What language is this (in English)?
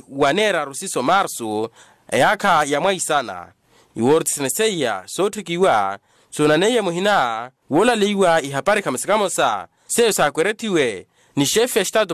Makhuwa